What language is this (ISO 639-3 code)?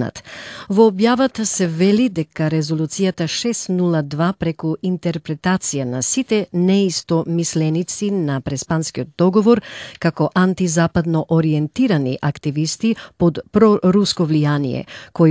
mkd